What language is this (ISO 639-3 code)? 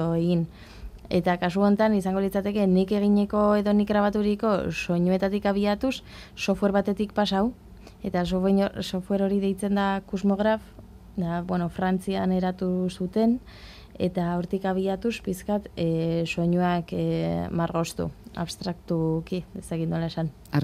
eus